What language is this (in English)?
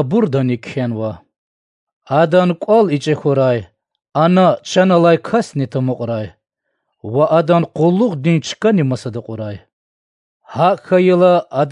Lezghian